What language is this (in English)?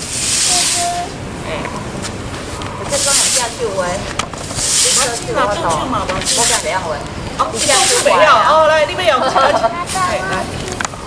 Min Nan Chinese